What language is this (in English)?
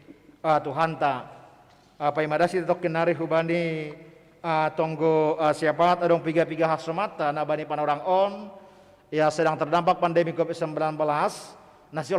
Batak Simalungun